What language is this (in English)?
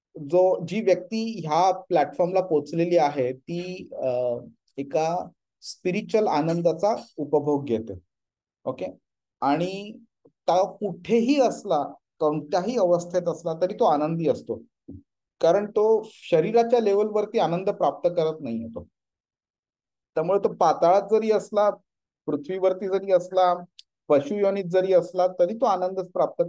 Marathi